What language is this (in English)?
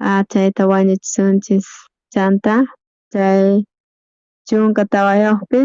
South Bolivian Quechua